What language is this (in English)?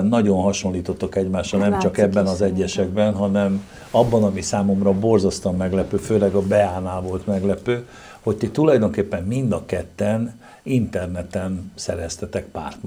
Hungarian